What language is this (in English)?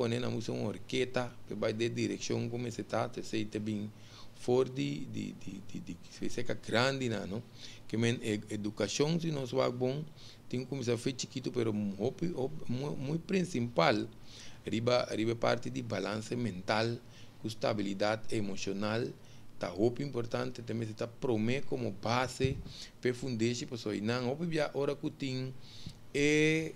Papiamento